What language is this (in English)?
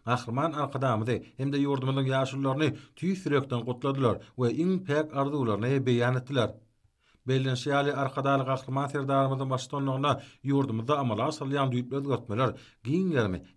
Turkmen